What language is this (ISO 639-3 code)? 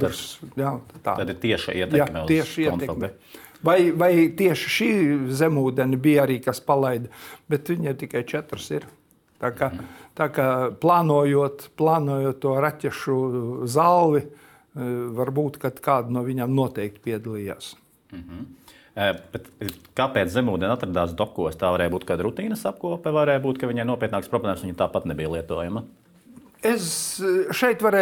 lav